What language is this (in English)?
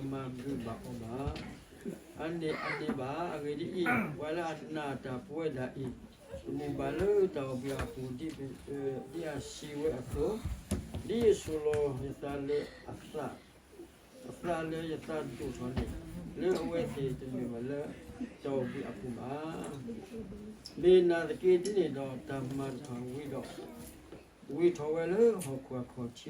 S'gaw Karen